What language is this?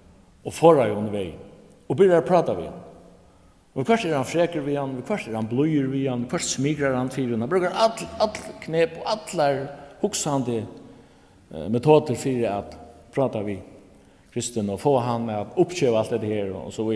Faroese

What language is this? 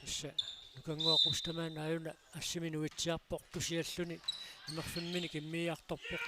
Kalaallisut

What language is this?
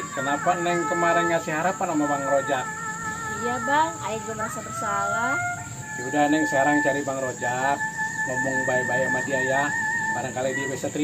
Betawi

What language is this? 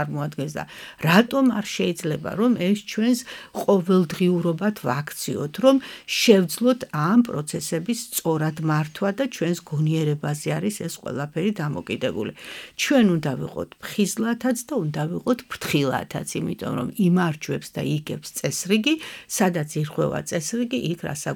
Georgian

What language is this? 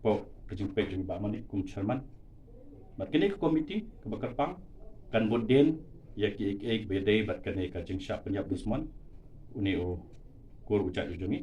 Khasi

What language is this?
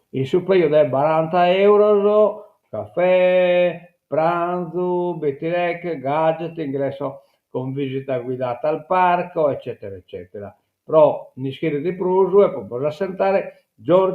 Sardinian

